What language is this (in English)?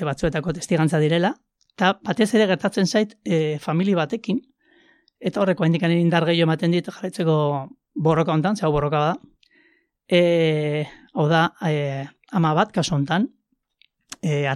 Basque